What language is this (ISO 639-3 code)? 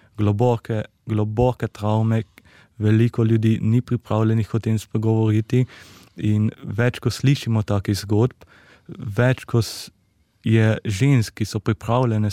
slv